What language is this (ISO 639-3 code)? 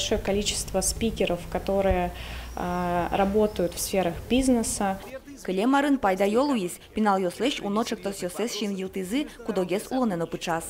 udm